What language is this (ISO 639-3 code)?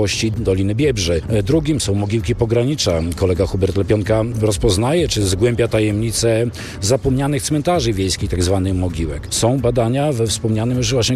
pol